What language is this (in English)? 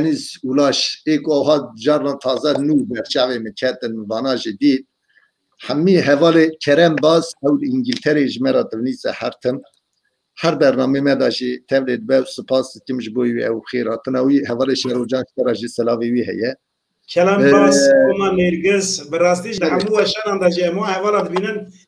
Kurdish